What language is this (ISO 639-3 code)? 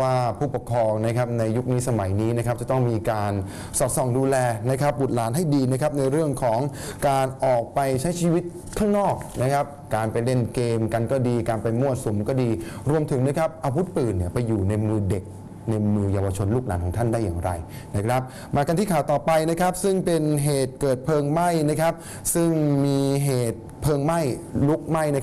tha